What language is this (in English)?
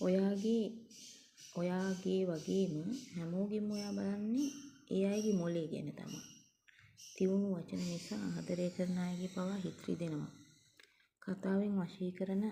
Sinhala